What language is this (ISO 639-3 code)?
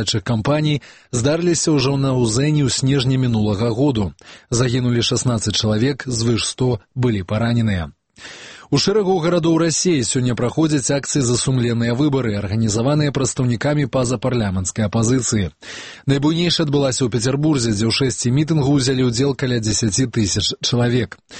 bel